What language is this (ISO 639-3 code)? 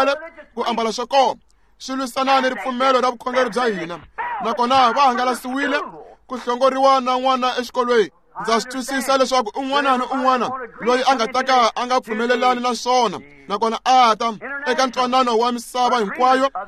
tso